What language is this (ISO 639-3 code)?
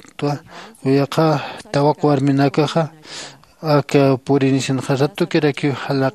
aym